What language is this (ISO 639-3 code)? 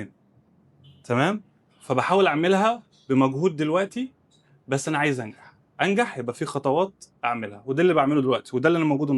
arz